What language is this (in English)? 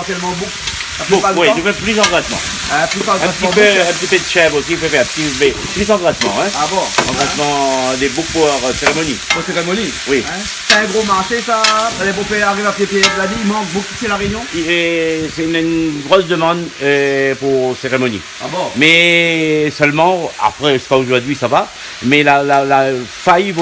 Réunion Creole French